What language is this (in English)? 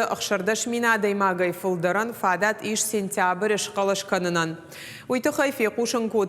Ossetic